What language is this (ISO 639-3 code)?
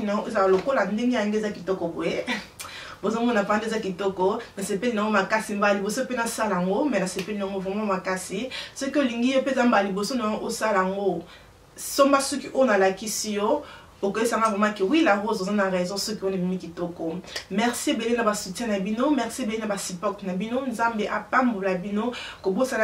lin